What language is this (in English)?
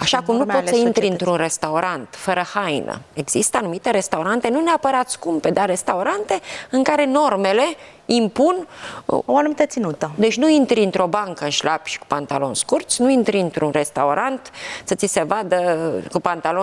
Romanian